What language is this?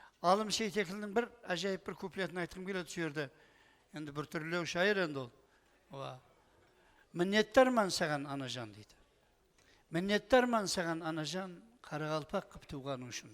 Kara-Kalpak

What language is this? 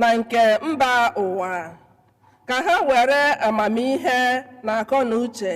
Igbo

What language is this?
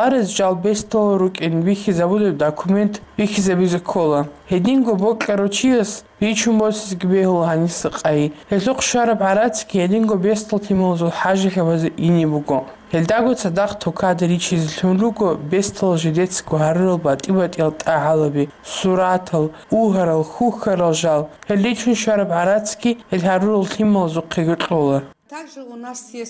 Avaric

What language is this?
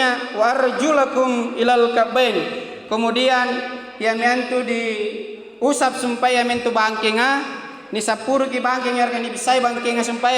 Makasar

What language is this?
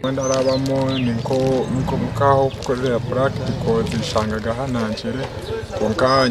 Nyankole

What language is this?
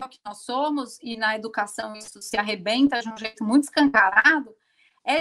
Portuguese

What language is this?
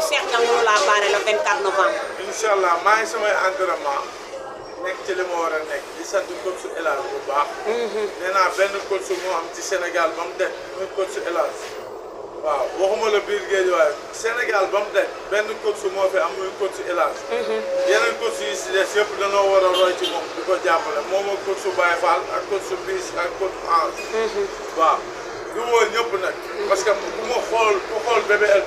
Wolof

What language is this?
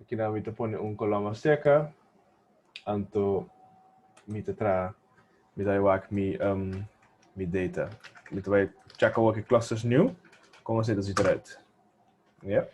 Papiamento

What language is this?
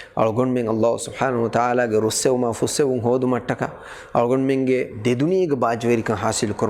Divehi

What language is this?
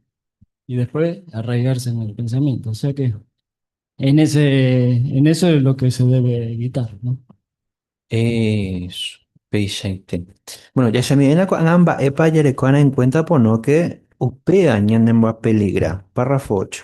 Guarani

